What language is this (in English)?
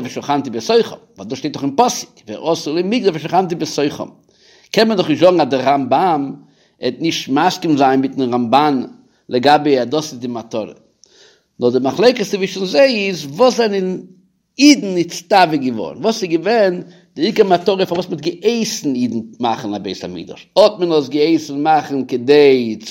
Yiddish